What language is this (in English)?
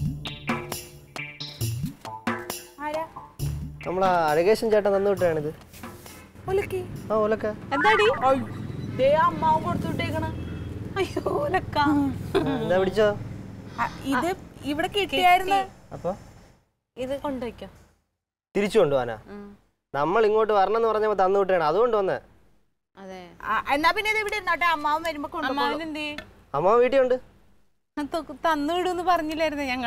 Malayalam